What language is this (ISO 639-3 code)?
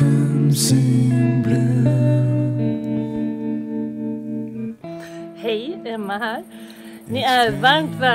swe